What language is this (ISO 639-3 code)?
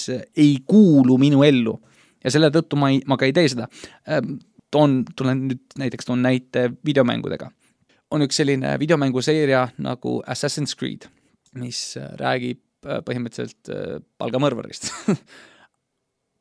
est